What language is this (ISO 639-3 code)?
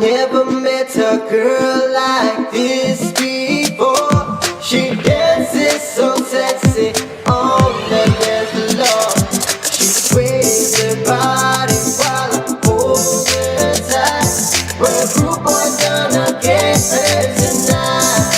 pon